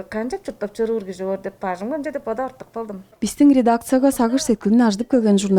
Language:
Tuvinian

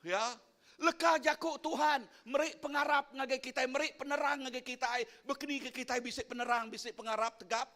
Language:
Iban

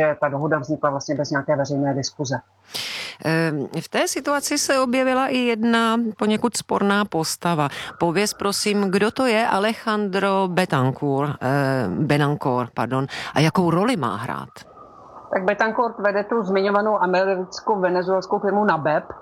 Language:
Czech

